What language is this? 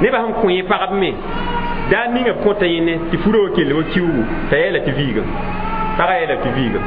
Mossi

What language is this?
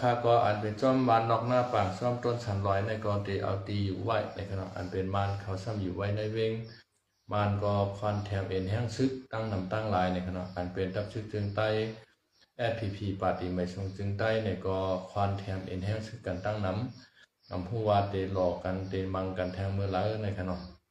Shan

